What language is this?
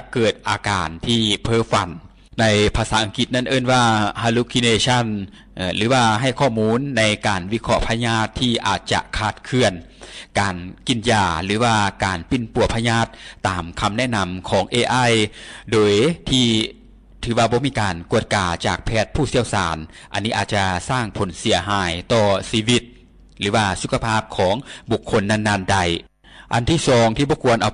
Lao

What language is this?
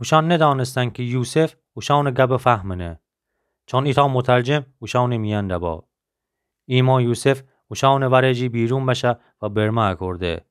Gilaki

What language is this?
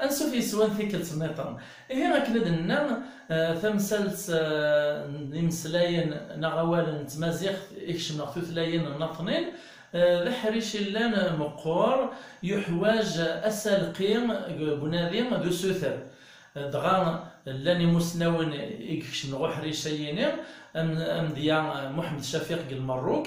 Kabyle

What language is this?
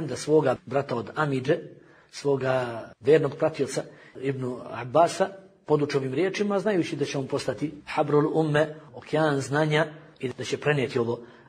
Bosnian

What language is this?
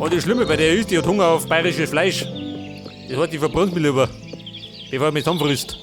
Bavarian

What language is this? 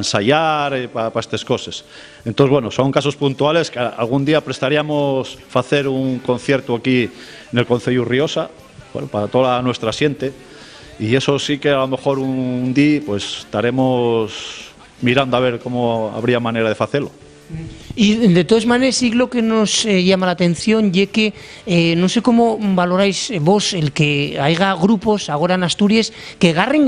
Asturian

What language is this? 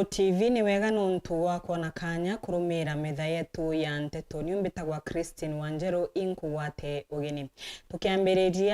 Meru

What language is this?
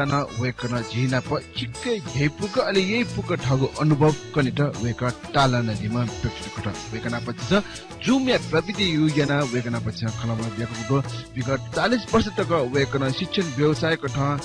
Newari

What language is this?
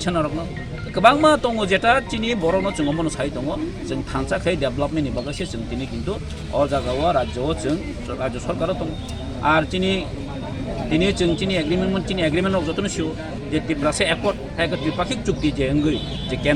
Kok Borok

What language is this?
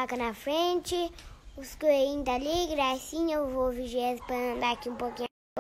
Portuguese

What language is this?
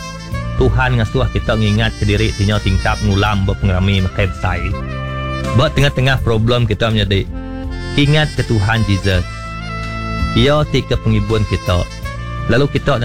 Iban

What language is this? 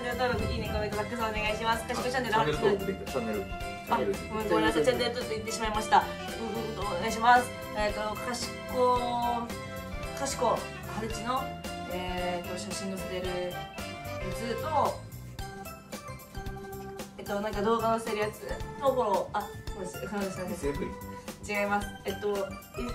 Japanese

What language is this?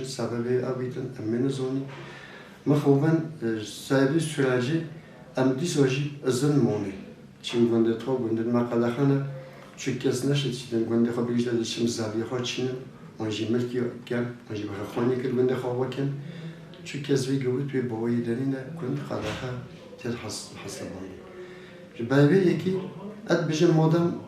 Kurdish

